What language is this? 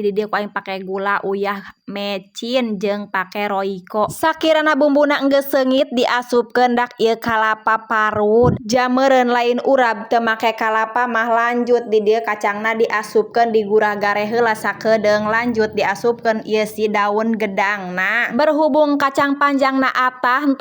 Sundanese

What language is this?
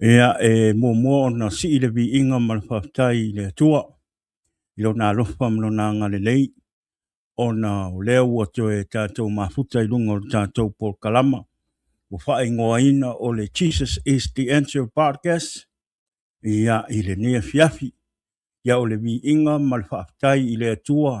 Samoan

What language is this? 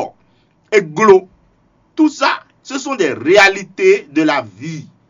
Fon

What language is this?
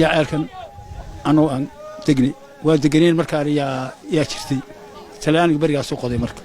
Somali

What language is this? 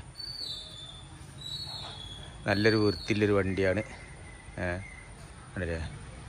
Malayalam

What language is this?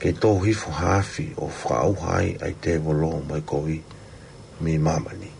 Tongan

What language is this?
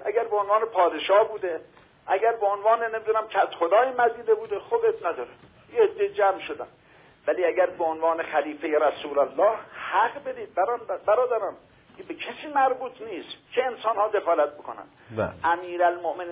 Persian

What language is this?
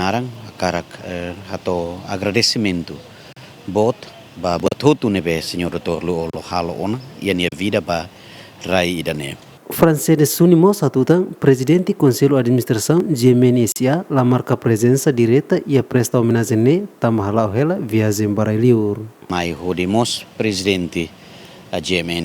Tetum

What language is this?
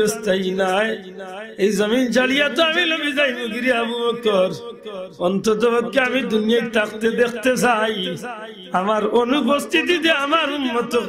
Sylheti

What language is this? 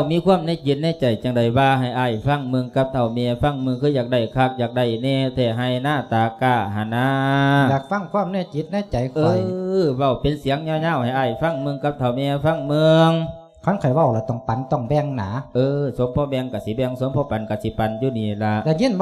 Lao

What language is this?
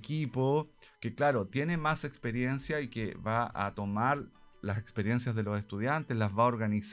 Spanish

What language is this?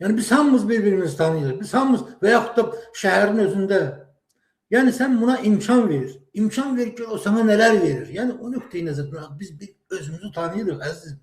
Azerbaijani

